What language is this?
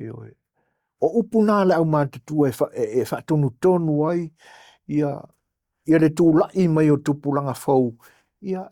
Samoan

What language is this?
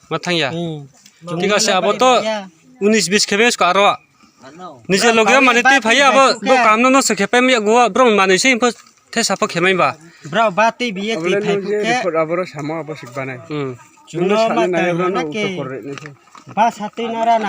Riang (India)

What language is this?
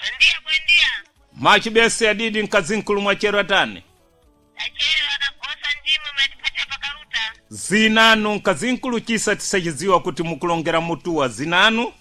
Sena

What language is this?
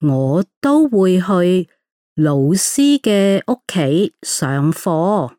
Cantonese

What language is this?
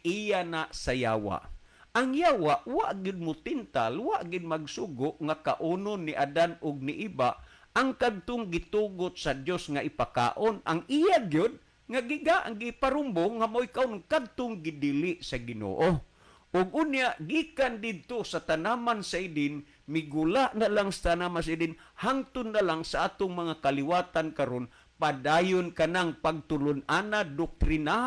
Cebuano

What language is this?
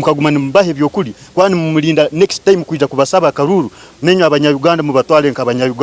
Nyankole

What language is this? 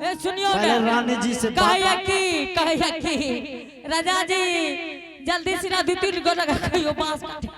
Angika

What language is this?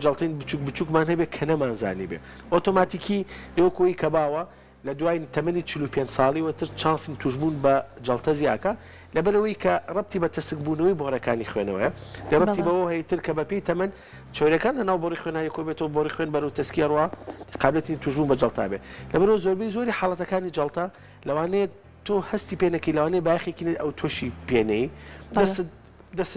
Central Kurdish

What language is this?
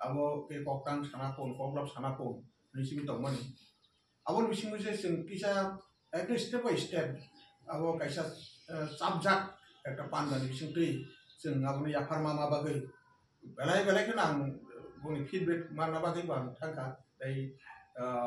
Kok Borok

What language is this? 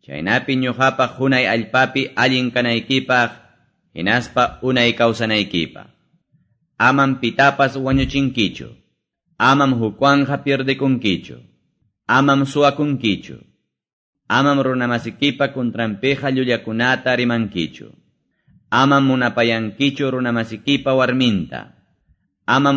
Quechua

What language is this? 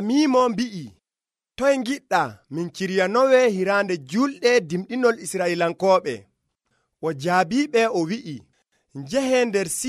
Nigerian Fulfulde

